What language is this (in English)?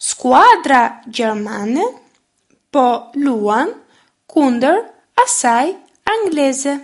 Albanian